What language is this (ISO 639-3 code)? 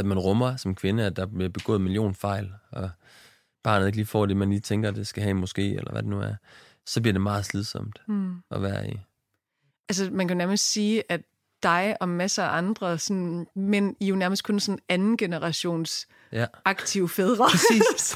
dan